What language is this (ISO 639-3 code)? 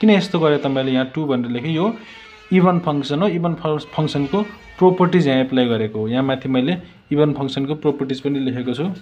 nep